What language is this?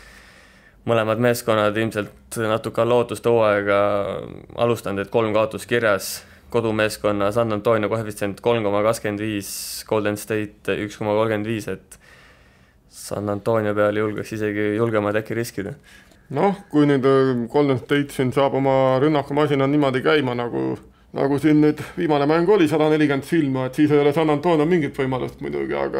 Estonian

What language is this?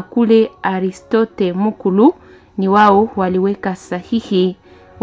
Swahili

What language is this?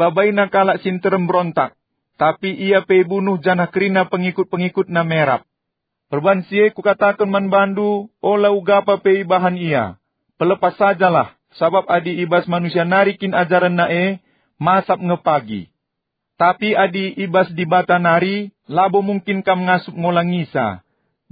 Batak Karo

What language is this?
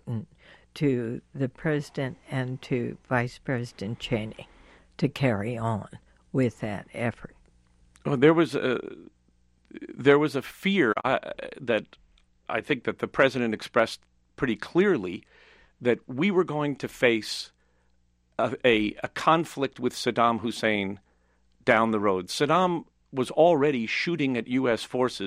English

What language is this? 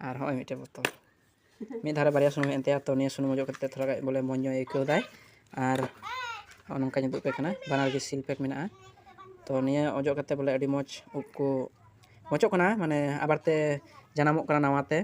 Santali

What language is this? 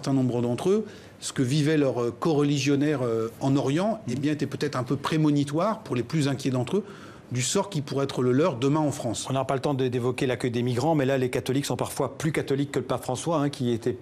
French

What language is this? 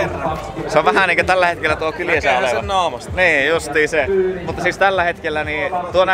Finnish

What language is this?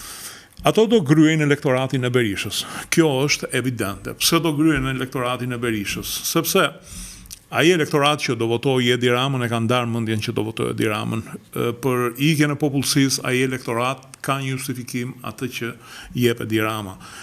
Albanian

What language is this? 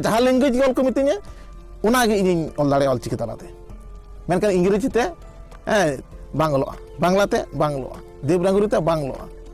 Santali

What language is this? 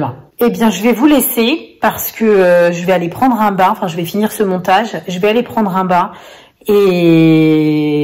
French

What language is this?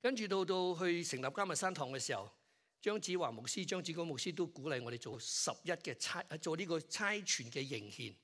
Cantonese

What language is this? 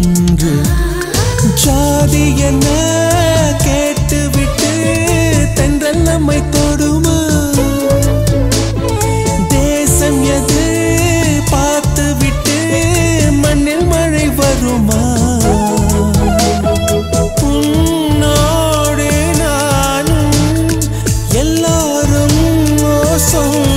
Tamil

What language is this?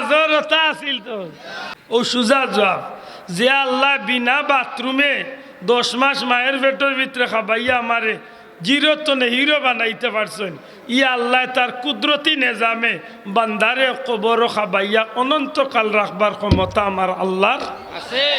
Sylheti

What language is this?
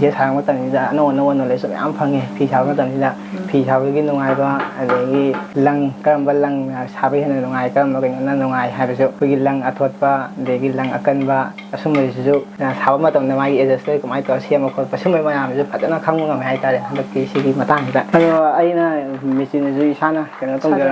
Manipuri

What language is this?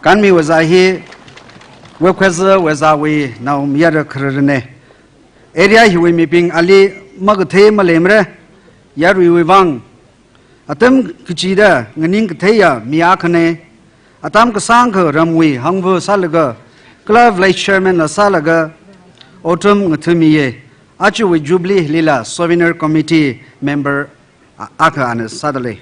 Tangkhul Naga (India)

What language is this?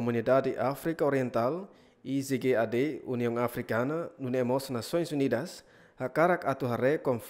Tetum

